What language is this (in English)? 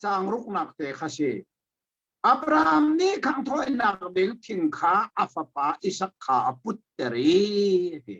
Hakha Chin